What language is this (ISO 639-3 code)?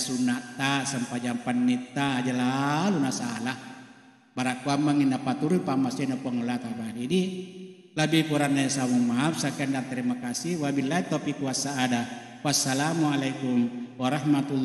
bug